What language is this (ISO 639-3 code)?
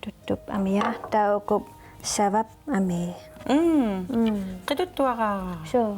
kal